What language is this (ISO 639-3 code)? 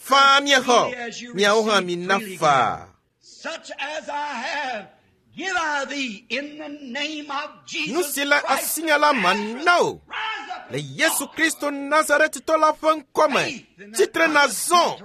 ewe